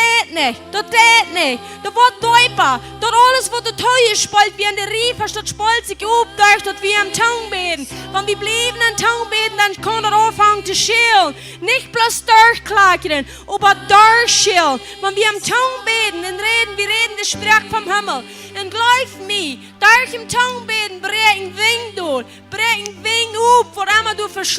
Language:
Plautdietsch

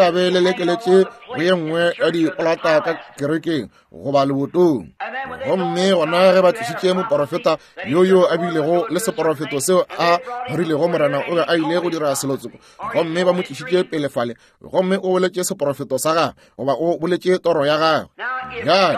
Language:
Northern Sotho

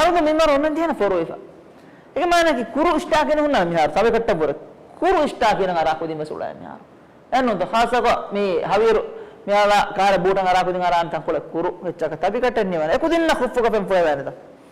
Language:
Divehi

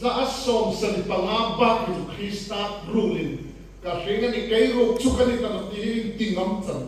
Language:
Hmar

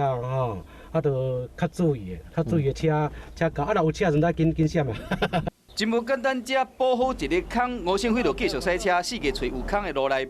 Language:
Min Nan Chinese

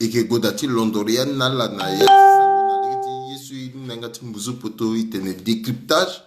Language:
Sango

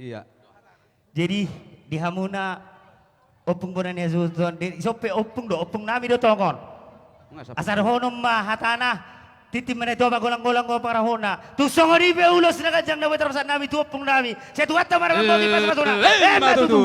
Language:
Batak Toba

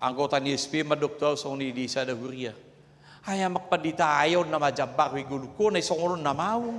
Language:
Batak Toba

